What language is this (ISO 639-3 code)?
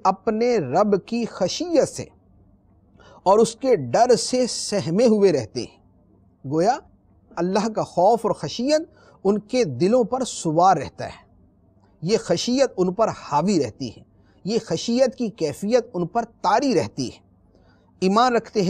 urd